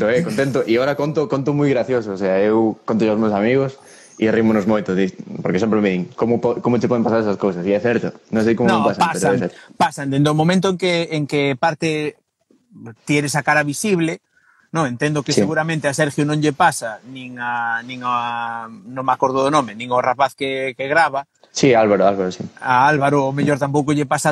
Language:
Galician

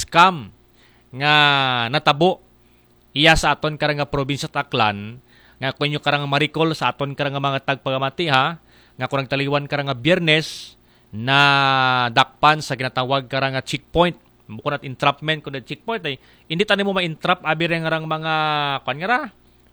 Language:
Aklanon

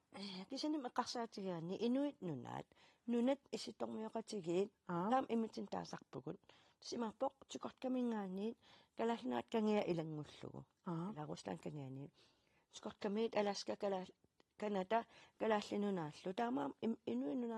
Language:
Kalaallisut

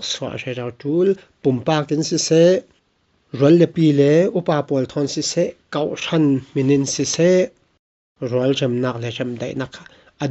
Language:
Falam Chin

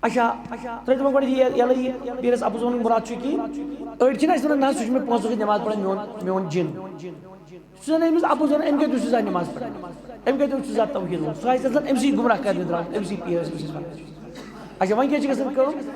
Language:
Kashmiri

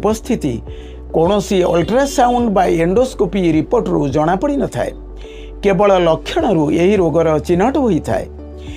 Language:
Odia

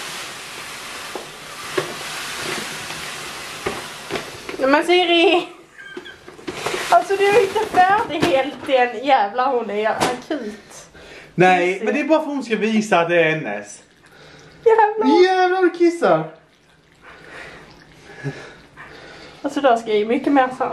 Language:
Swedish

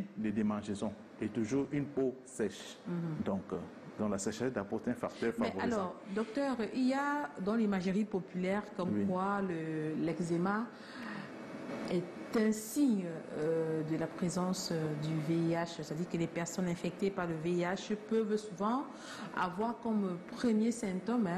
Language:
French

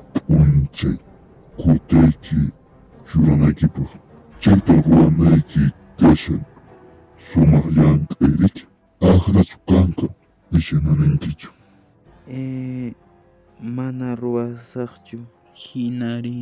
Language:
Quechua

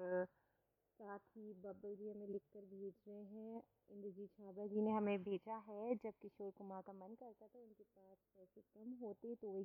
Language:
Hindi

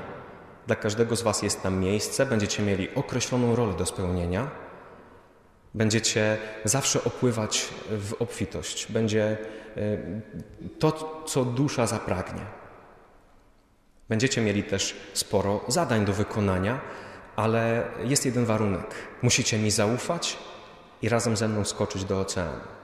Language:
Polish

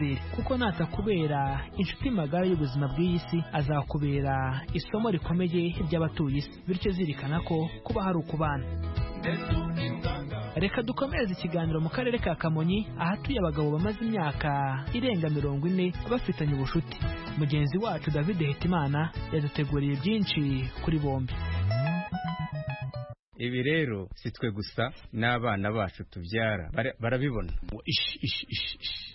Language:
Kinyarwanda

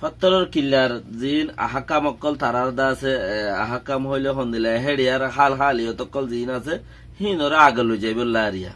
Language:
Rohingya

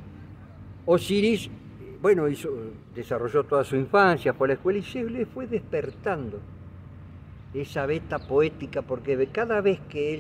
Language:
Spanish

